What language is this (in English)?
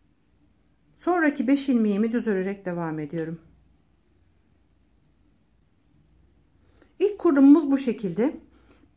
Turkish